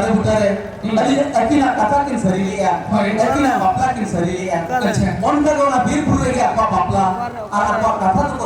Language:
Santali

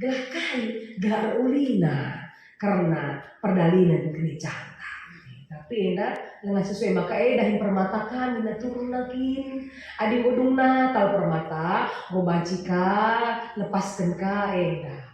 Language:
Batak Karo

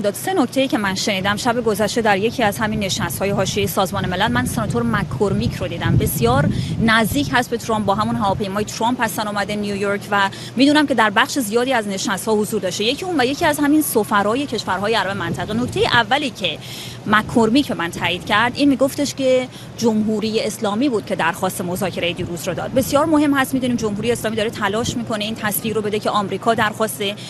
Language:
Persian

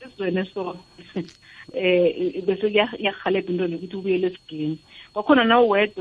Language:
South Ndebele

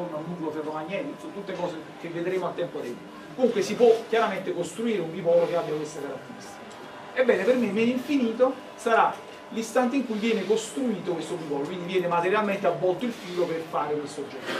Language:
Italian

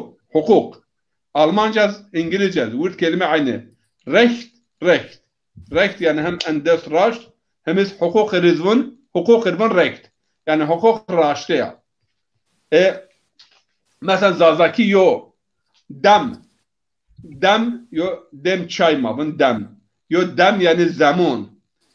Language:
Zaza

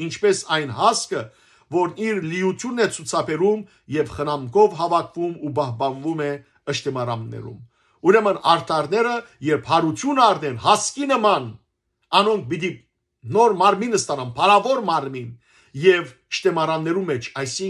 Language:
Western Armenian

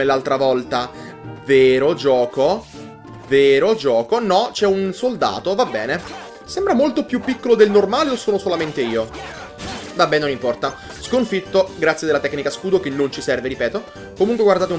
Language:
Italian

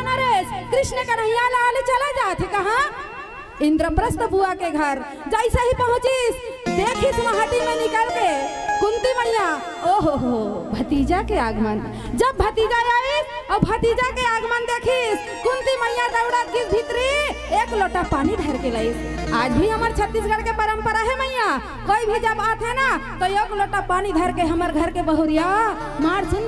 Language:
Chhattisgarhi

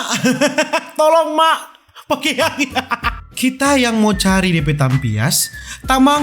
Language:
Manado Malay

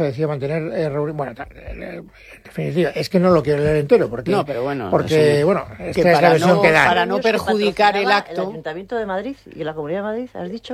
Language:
Spanish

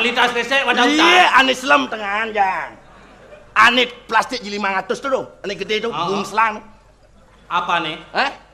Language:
Balinese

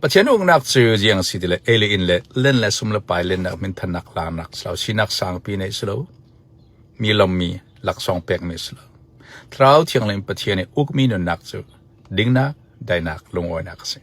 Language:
Falam Chin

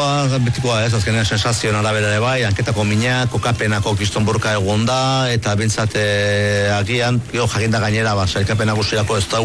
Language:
Basque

